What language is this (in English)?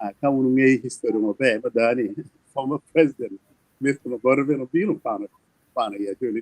Acoli